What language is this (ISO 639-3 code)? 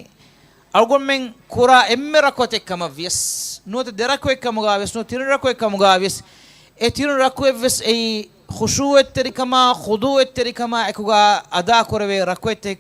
div